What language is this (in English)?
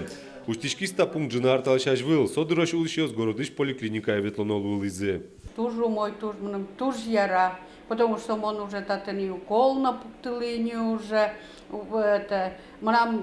Udmurt